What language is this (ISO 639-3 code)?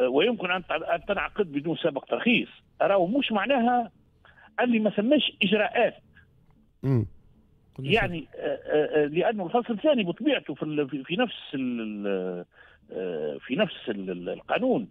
aeb